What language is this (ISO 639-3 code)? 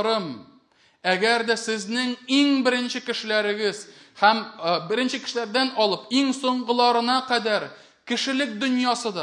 tat